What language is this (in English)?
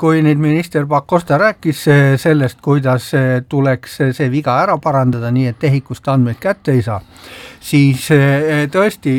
Estonian